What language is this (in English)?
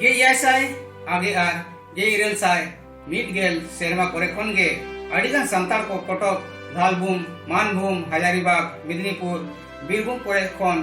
Santali